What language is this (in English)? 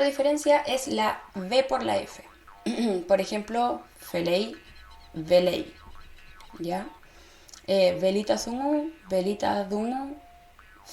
Mapuche